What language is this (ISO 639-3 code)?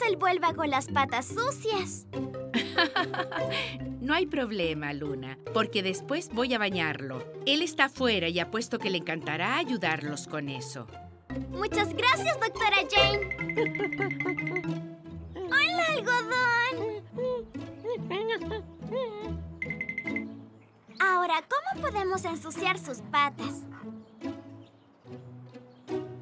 spa